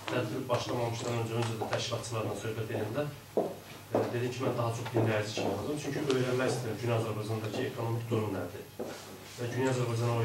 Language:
South Azerbaijani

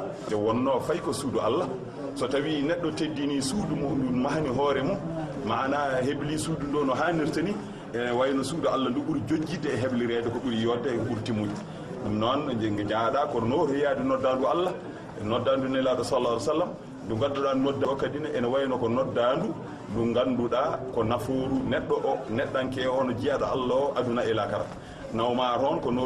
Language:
Fula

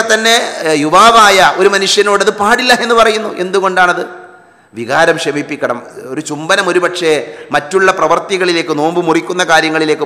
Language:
Malayalam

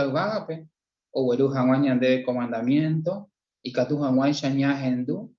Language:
Guarani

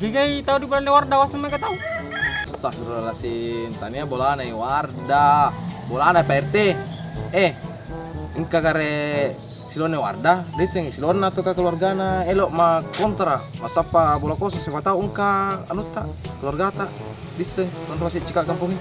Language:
Makassar Malay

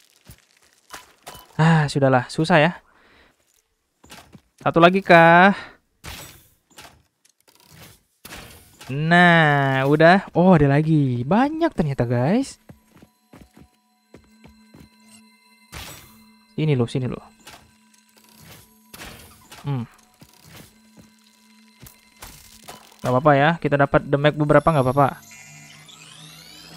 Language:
Indonesian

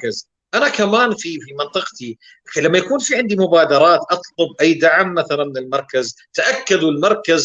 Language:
North Levantine Arabic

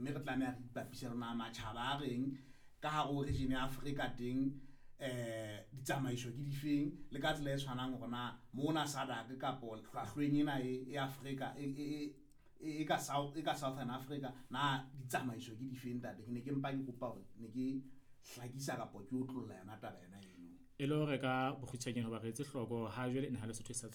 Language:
Southern Sotho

